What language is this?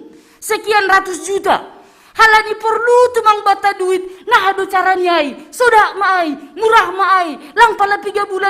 Batak Simalungun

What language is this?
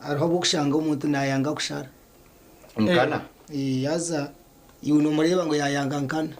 Nyankole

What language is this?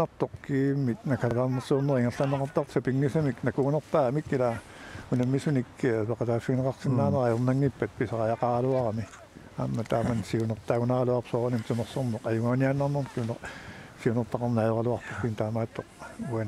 Kalaallisut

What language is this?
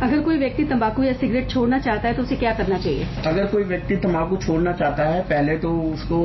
Hindi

